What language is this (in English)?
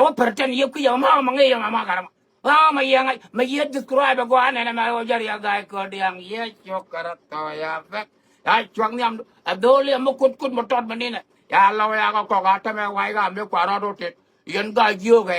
Nuer